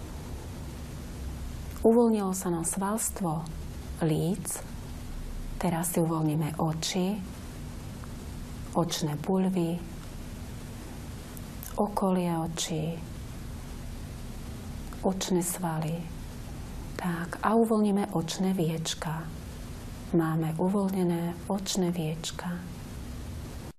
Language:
Slovak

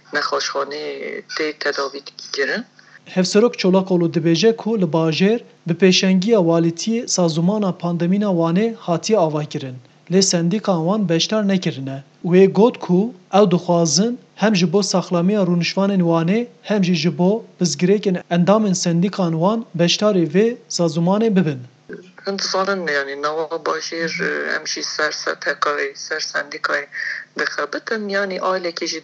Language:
Kurdish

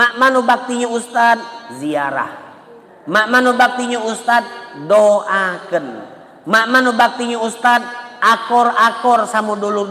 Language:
Musi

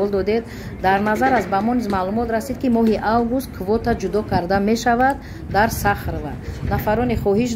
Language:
Tajik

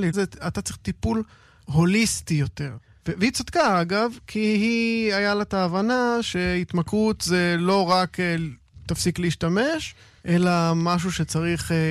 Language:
Hebrew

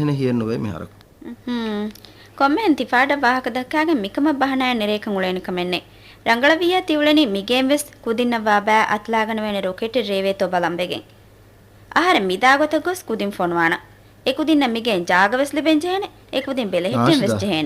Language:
Divehi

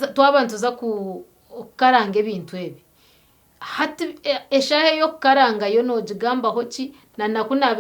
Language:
Nyankole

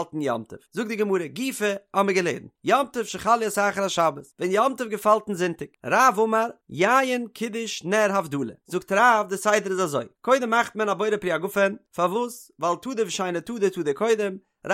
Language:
Yiddish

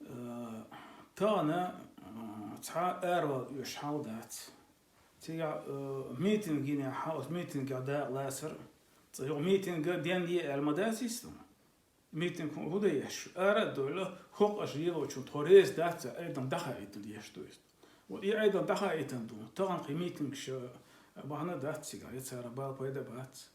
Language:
Chechen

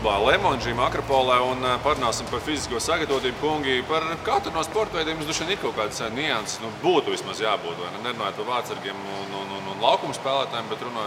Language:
Latvian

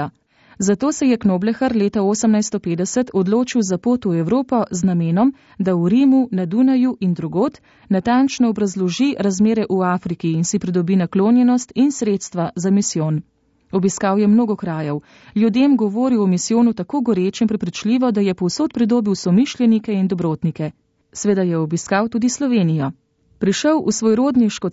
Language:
Slovenian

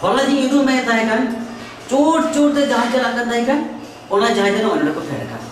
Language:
Santali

